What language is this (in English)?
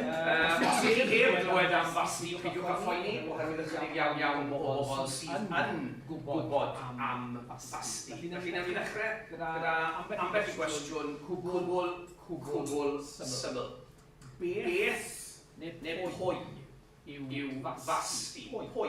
Welsh